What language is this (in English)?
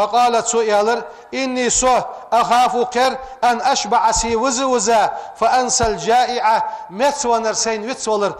Ingush